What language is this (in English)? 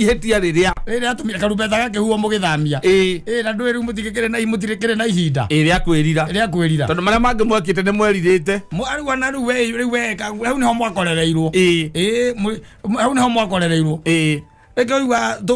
Kikuyu